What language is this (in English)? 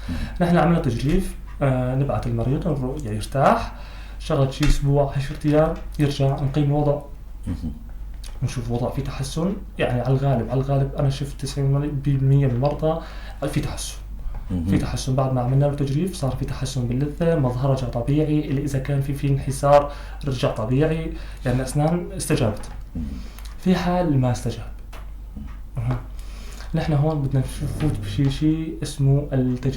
North Levantine Arabic